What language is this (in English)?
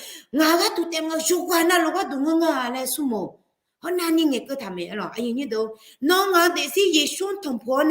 Akha